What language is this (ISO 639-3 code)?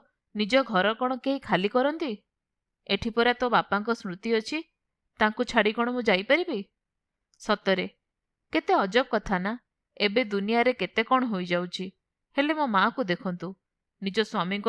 ori